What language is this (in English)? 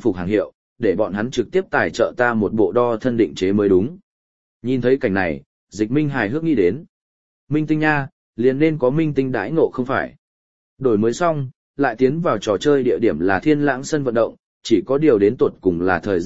Vietnamese